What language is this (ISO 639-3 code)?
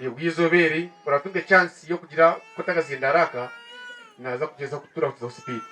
nyn